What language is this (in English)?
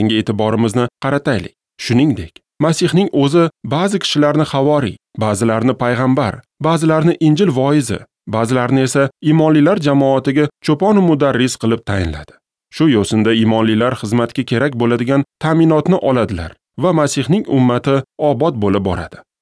Uzbek